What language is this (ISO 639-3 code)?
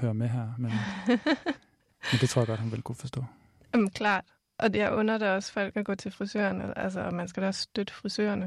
dan